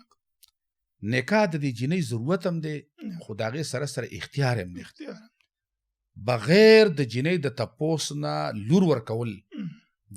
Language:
Pashto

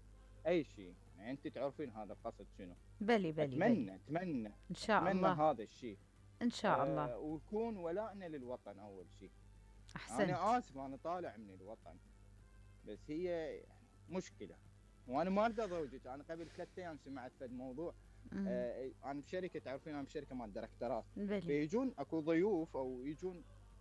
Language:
Mesopotamian Arabic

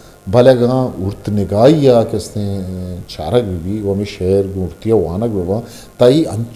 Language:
Eastern Balochi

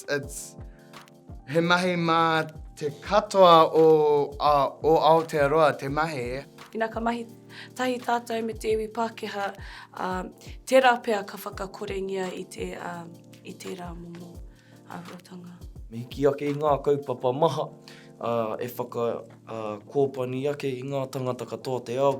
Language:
Māori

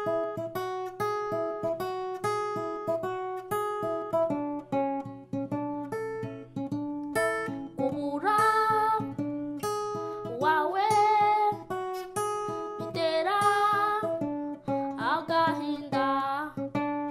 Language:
Kinyarwanda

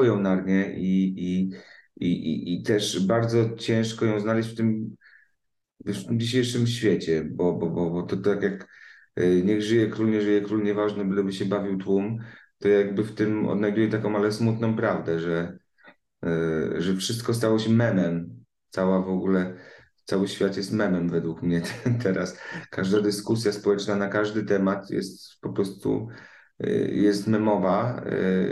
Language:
Polish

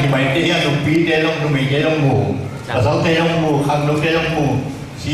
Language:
Tedim Chin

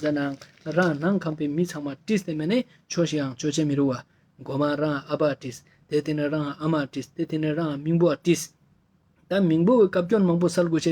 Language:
Ladakhi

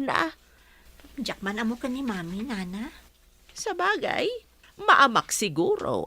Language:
Iloko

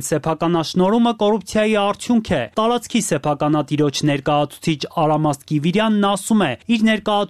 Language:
Armenian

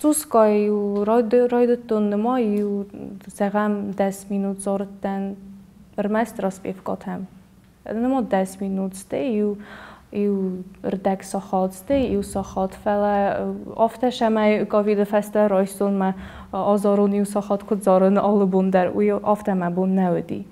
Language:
Ossetic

